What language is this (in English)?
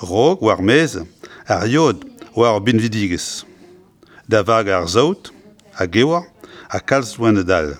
Breton